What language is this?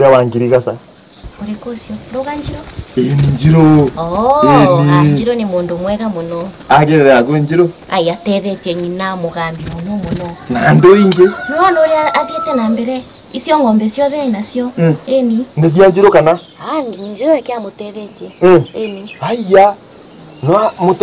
Meru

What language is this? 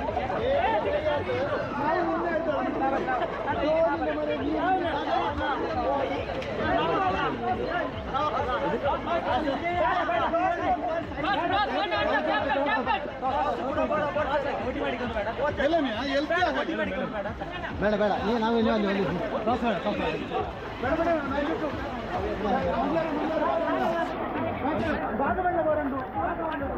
Kannada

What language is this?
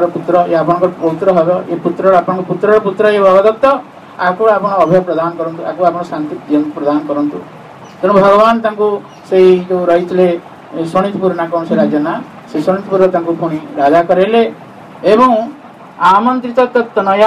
Odia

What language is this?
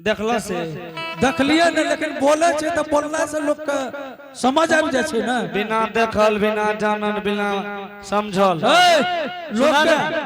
Angika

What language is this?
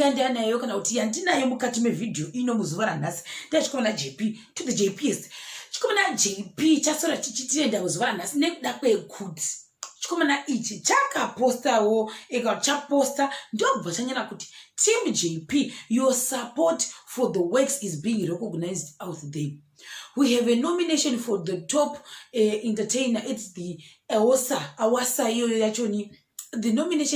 Shona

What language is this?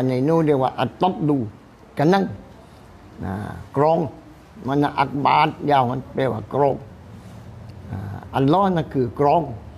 Thai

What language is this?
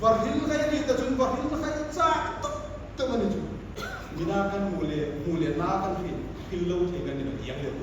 Hmar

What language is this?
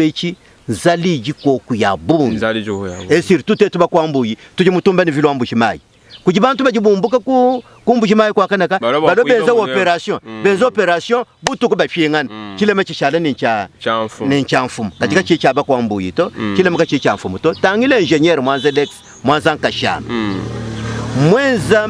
Luba-Lulua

